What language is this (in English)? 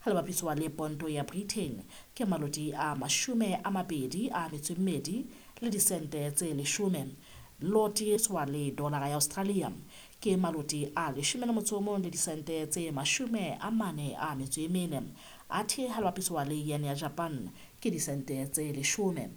Southern Sotho